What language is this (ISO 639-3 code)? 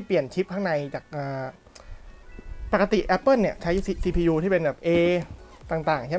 tha